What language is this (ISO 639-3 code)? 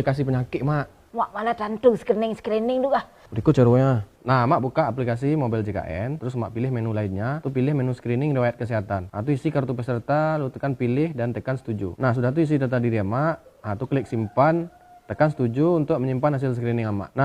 min